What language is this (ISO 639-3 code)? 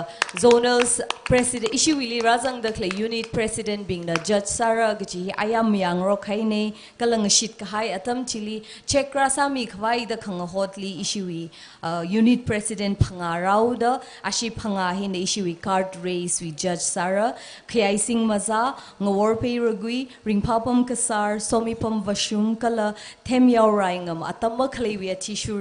nmf